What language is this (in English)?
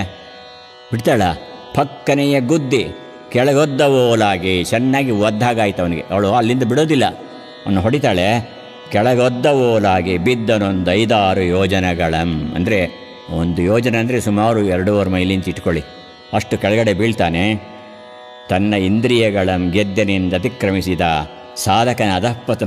Kannada